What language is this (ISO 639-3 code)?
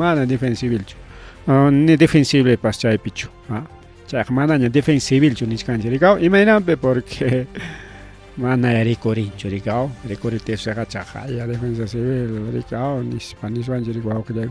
quy